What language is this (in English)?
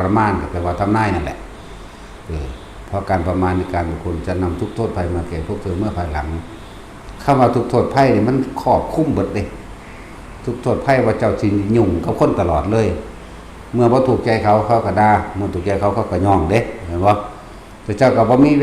Northeastern Thai